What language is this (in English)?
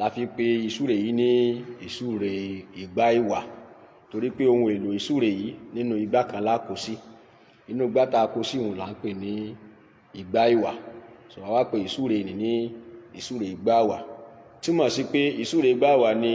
Yoruba